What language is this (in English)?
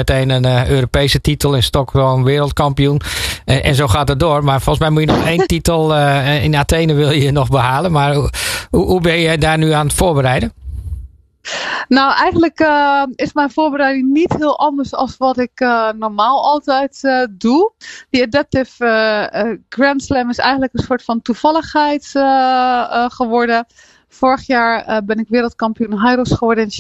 Dutch